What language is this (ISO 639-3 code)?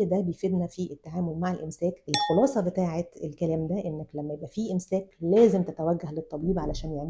arz